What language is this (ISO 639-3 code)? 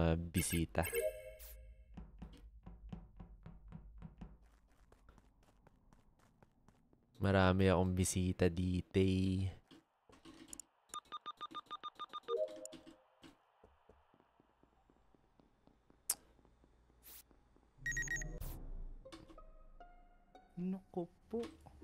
fil